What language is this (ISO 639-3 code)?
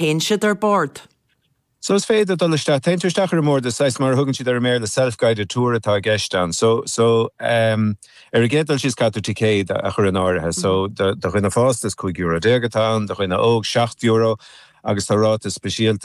gle